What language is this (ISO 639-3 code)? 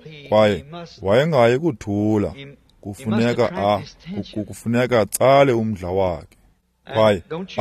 xho